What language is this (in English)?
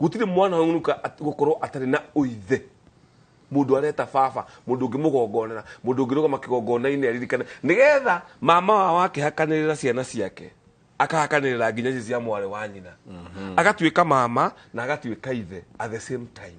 Kikuyu